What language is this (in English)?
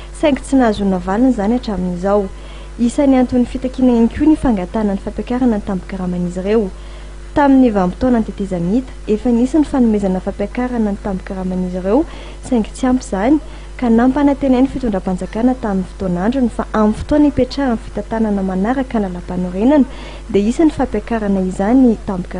Malagasy